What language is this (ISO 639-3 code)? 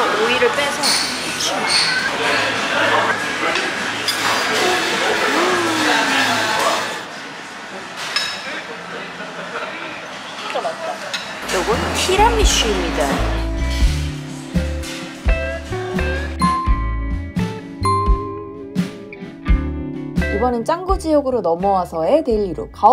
kor